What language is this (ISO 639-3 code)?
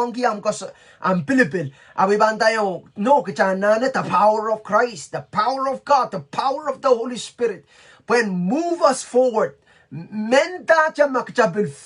pon